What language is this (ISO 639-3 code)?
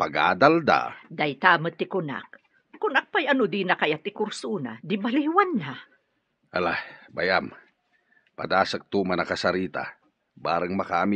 ilo